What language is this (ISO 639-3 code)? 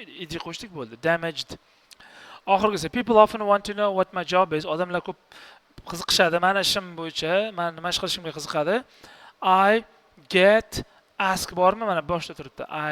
uzb